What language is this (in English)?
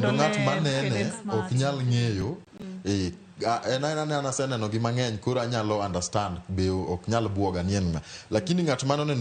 Luo (Kenya and Tanzania)